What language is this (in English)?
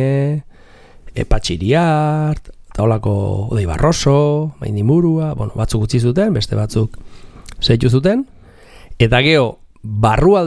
Basque